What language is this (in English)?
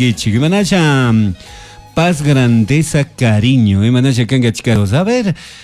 Chimborazo Highland Quichua